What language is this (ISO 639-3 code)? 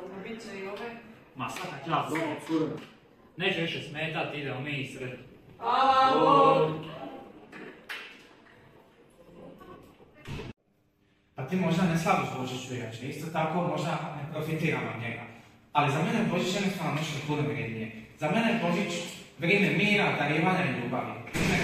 hrv